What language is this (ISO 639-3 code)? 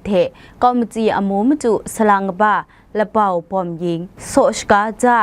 kac